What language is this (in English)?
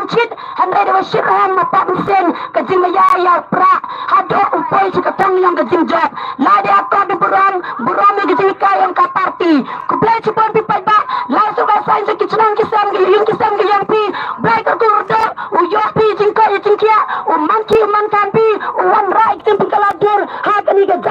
Khasi